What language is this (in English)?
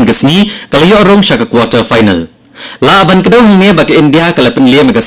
Khasi